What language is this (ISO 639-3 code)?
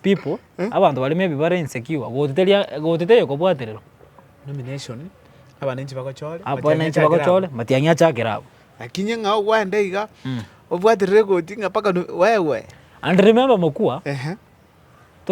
guz